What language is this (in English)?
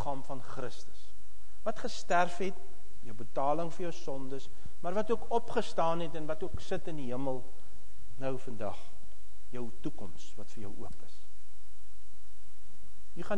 Afrikaans